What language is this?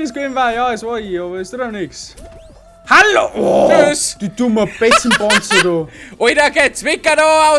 Bavarian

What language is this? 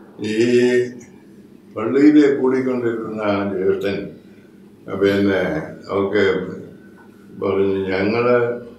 Malayalam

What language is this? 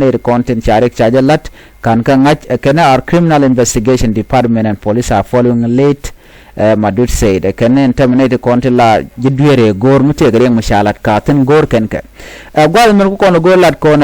Nuer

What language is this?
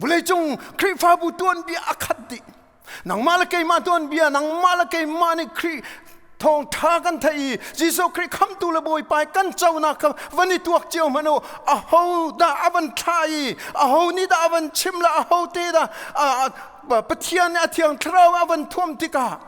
Hakha Chin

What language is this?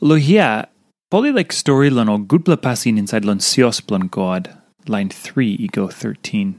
Tok Pisin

